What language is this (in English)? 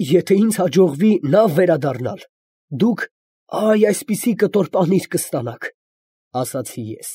Armenian